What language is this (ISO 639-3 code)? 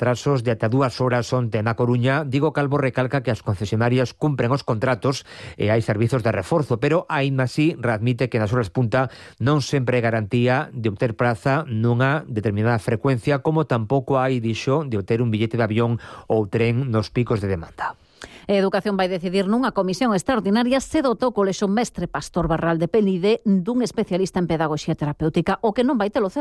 glg